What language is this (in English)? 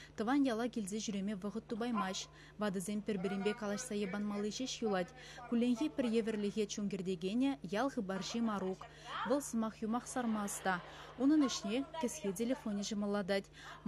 Chuvash